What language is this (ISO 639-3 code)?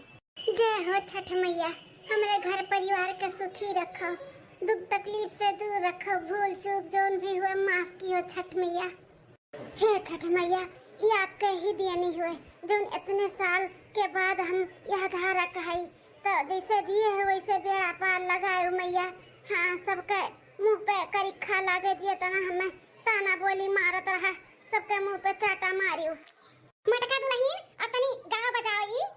awa